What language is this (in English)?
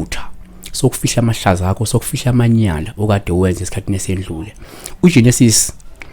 Zulu